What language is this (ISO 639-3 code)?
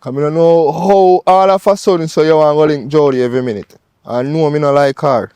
jam